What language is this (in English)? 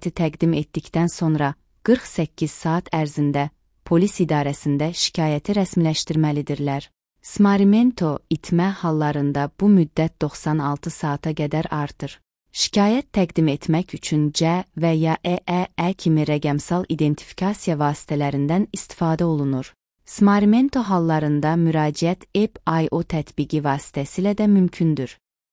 Azerbaijani